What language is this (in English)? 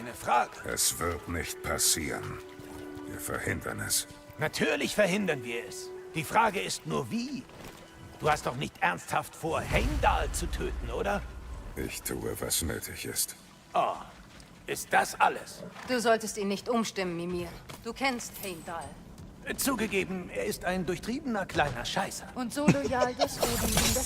Bavarian